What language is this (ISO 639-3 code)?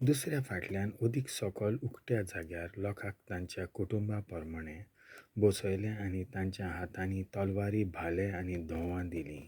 kok